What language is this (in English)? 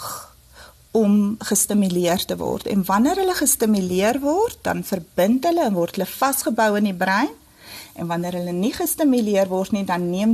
Afrikaans